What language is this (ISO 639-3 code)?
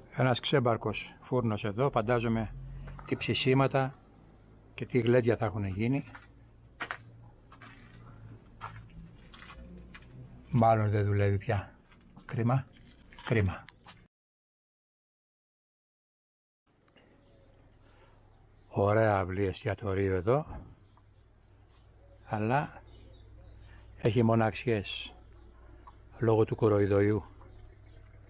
ell